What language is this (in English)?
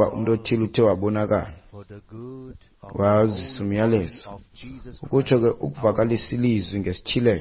Xhosa